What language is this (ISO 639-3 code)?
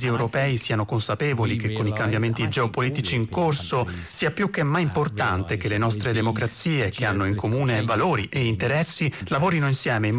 ita